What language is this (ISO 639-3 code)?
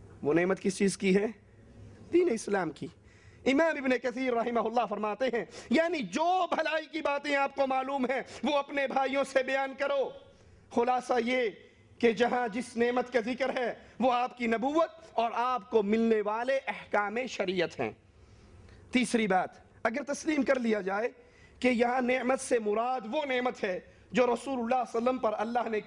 urd